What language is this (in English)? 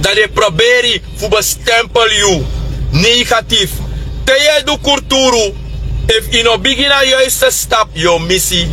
Sranan Tongo